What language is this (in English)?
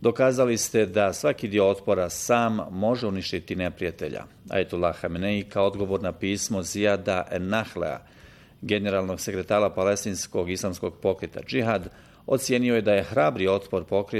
Bosnian